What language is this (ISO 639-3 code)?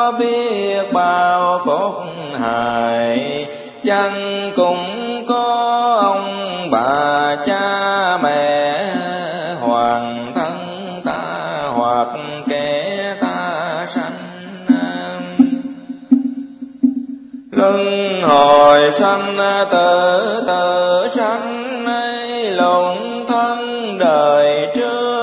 vie